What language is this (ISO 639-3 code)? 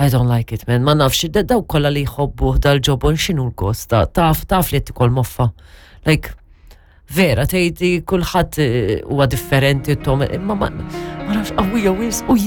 mlt